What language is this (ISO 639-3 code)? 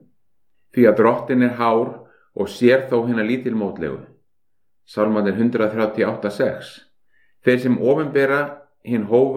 isl